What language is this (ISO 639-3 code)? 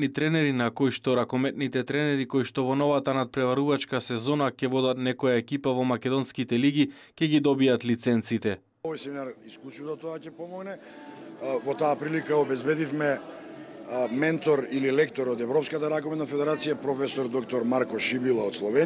mkd